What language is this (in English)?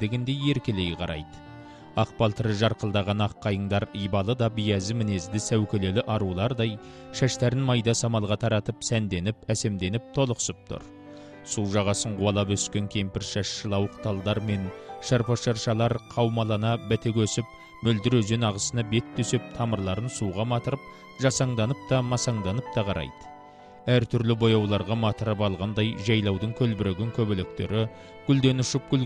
Kazakh